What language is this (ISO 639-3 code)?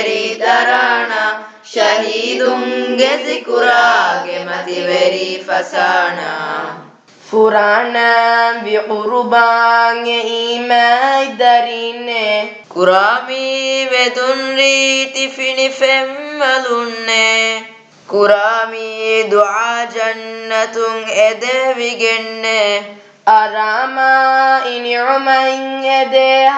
div